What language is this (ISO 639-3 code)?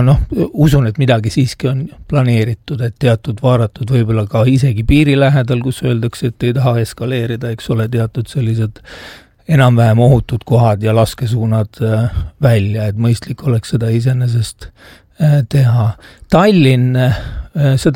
est